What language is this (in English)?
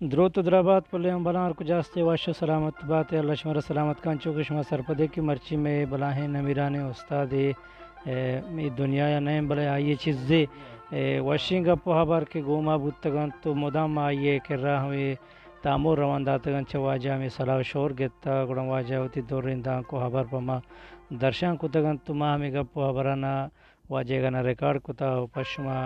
Eastern Balochi